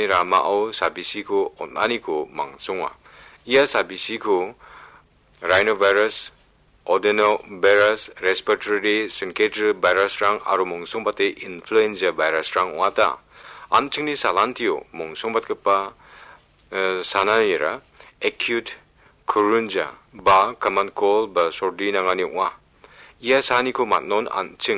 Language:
Garo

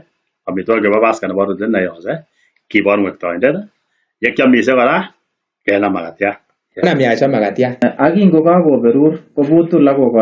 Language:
Kalenjin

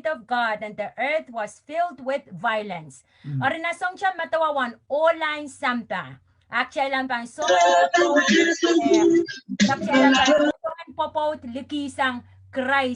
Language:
Pohnpeian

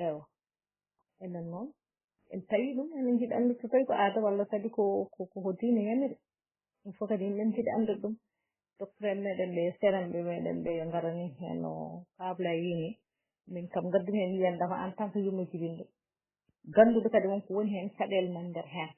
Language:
Fula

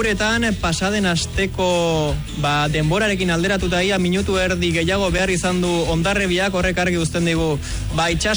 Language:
Basque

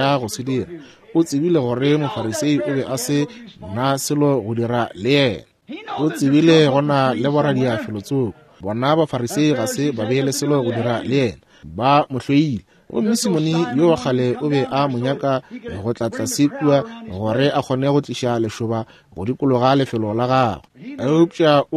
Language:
Northern Sotho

